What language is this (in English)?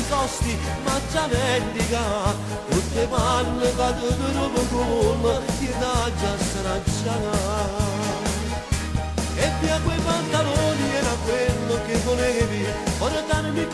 Italian